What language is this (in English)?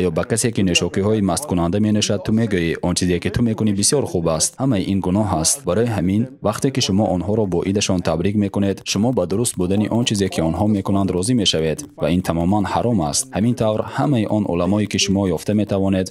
Tajik